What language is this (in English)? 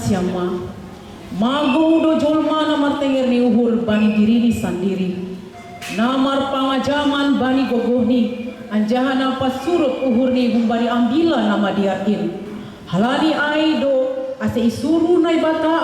Batak Simalungun